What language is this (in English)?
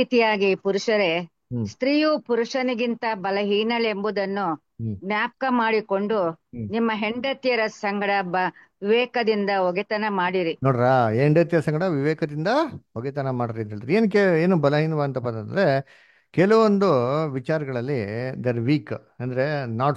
Kannada